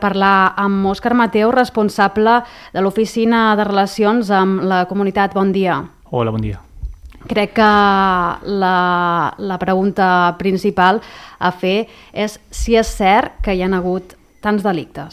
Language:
Catalan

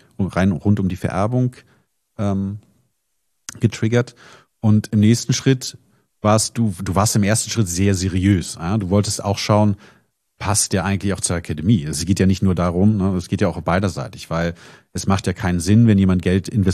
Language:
German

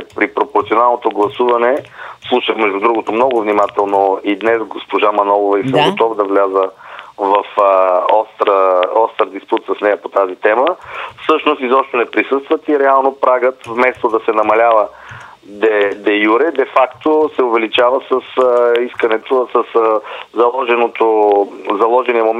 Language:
Bulgarian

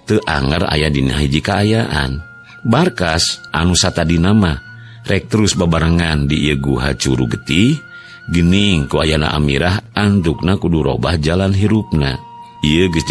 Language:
Sundanese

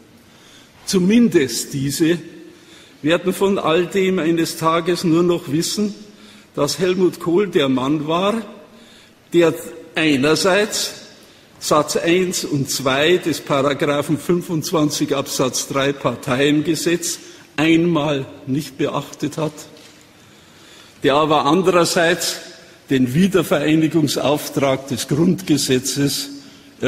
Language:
German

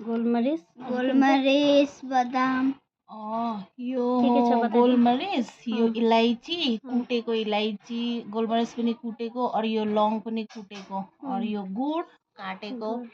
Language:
Nepali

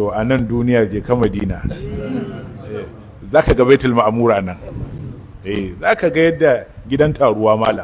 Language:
Hausa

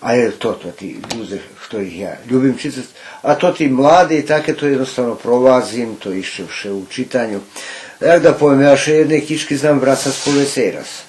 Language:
Rusyn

